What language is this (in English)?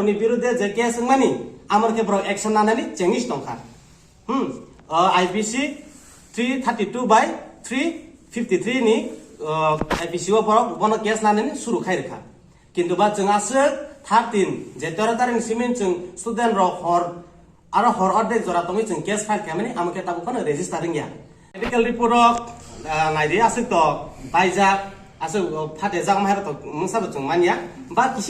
Kok Borok